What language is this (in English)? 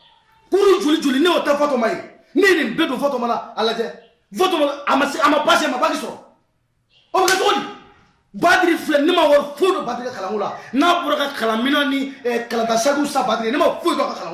Bambara